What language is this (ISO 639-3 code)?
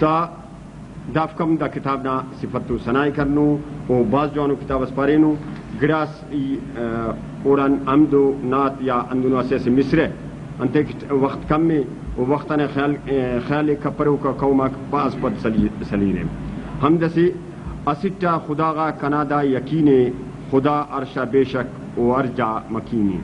brh